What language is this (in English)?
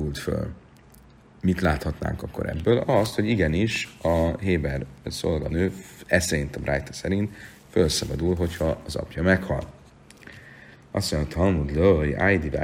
Hungarian